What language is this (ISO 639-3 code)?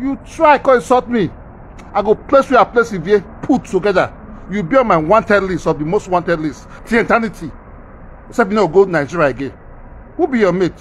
pcm